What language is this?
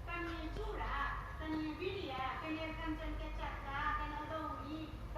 Maithili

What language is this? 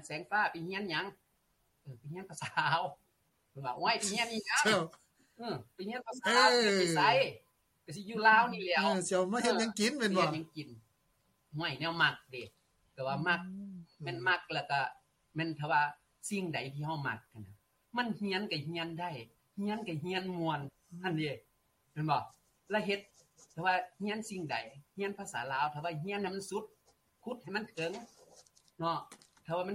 Lao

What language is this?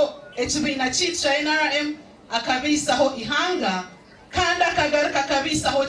Nyankole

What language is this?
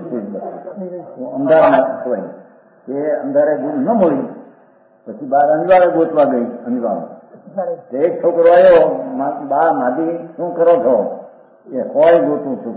Gujarati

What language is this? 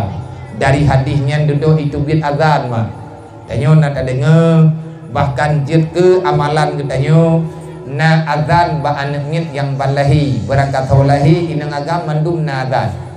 Achinese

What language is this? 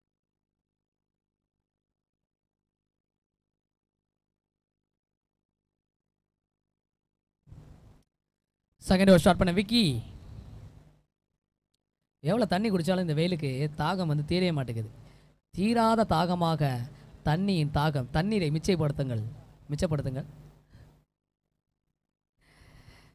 Tamil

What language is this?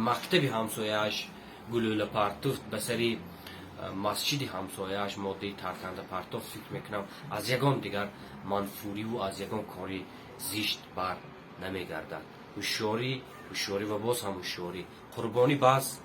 Tajik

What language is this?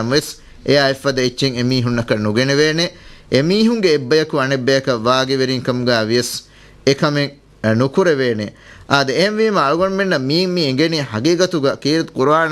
Divehi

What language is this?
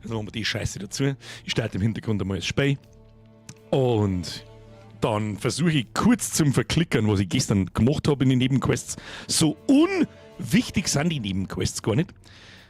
Bavarian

